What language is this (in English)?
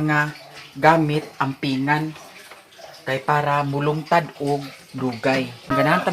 Cebuano